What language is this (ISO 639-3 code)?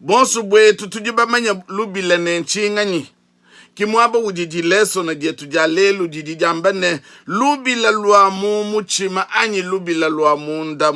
lua